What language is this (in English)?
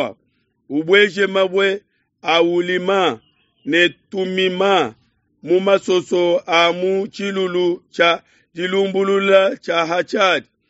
Luba-Lulua